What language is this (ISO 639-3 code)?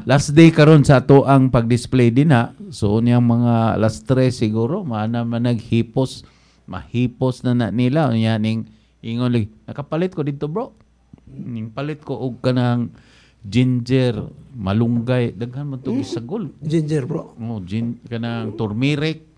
ceb